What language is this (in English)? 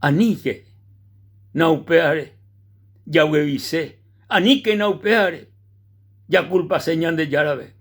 Guarani